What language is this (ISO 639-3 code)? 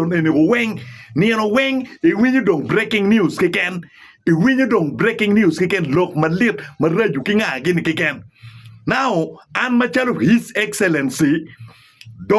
ach